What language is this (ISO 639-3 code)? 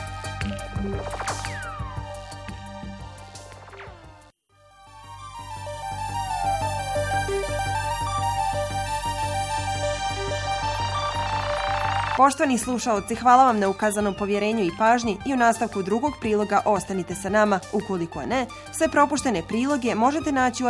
bos